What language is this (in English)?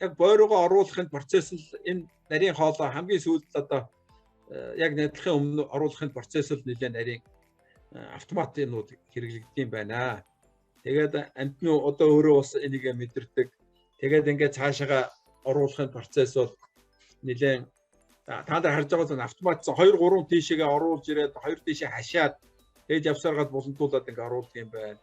Mongolian